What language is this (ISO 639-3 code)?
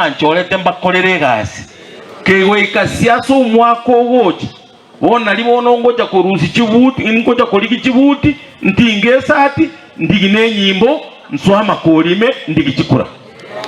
guz